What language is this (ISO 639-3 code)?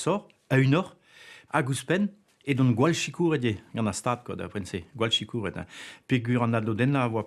bre